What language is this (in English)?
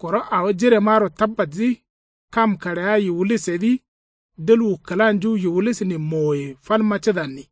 Kanuri